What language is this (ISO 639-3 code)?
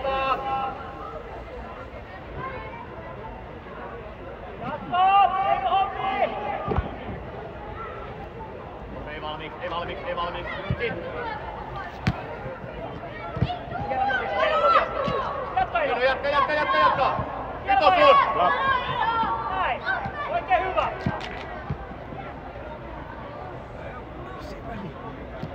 fin